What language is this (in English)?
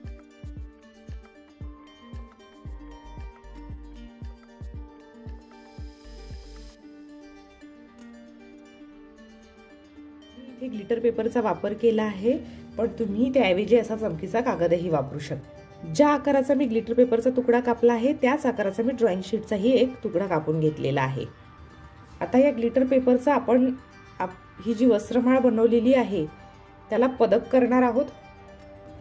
Marathi